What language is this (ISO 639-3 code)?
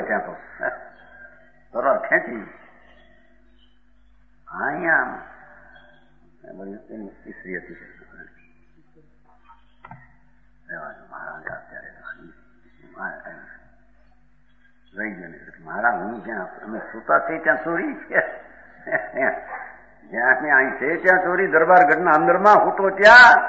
guj